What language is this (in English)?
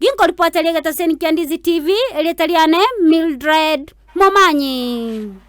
Gusii